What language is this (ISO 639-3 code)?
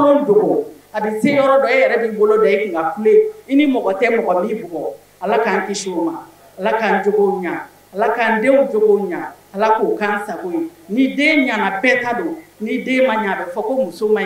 bam